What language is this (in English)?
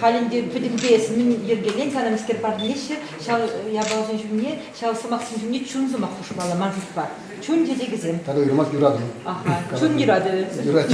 Chuvash